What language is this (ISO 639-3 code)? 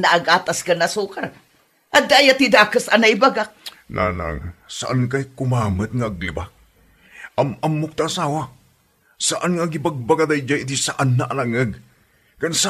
ilo